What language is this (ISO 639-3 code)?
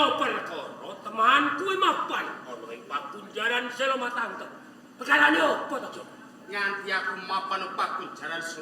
jav